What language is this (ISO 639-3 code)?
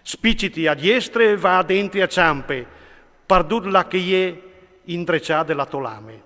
fur